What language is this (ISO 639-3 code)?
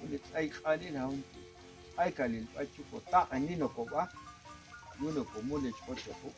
jac